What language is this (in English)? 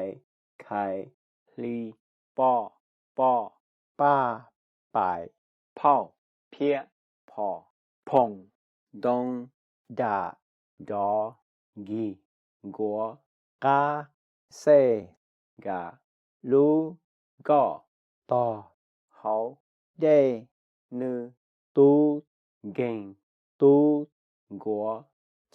Hmong